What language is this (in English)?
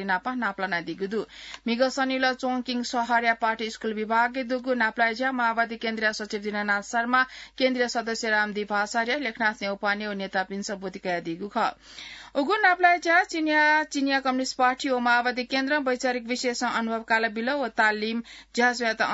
Newari